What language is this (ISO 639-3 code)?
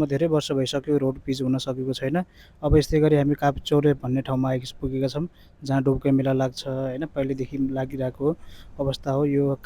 nep